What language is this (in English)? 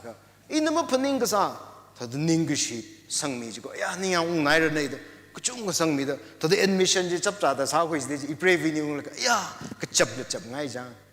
Tangkhul Naga (India)